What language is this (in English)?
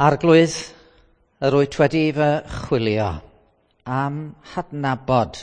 Welsh